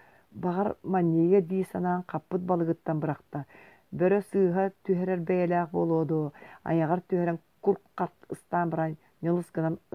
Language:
Yakut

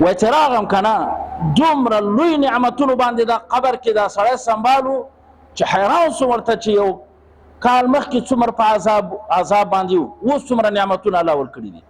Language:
Pashto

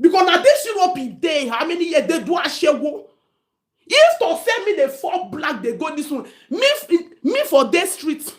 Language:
Nigerian Pidgin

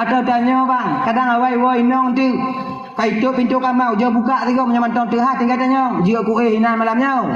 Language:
Achinese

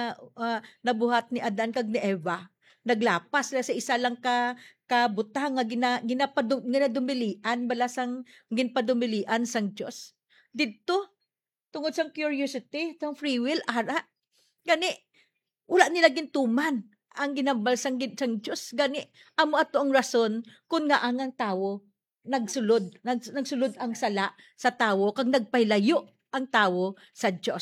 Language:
Hiligaynon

